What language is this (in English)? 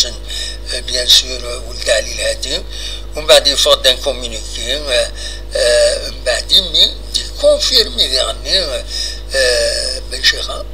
Kabyle